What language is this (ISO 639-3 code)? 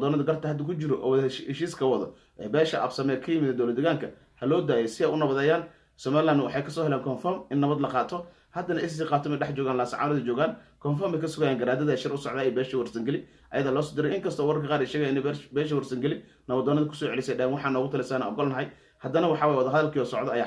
som